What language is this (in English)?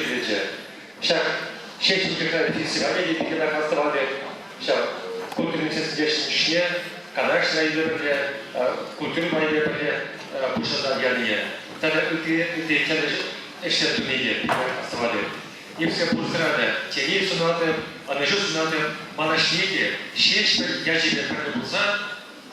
Chuvash